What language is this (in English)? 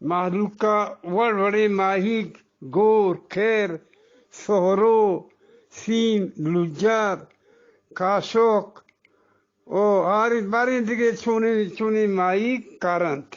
Eastern Balochi